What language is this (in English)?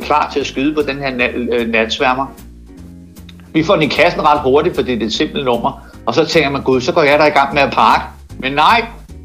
Danish